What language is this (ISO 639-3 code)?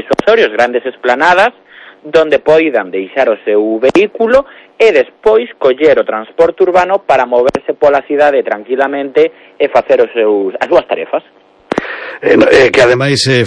glg